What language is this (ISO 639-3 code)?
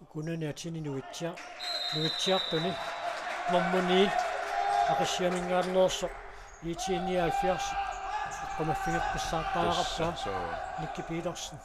kal